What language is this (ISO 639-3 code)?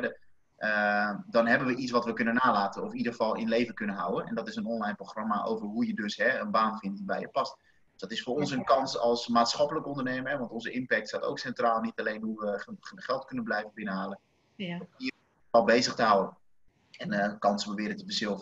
nld